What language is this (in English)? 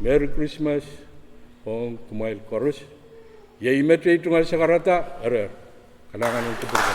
Pohnpeian